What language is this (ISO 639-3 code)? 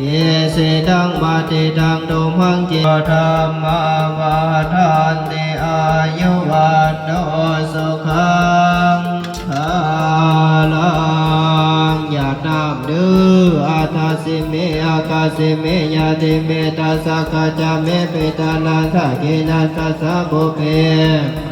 pli